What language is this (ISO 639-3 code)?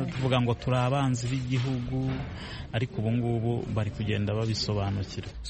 kin